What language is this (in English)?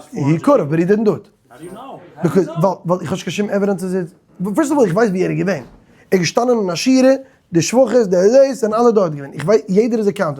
Yiddish